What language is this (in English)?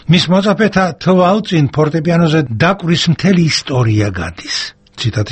Georgian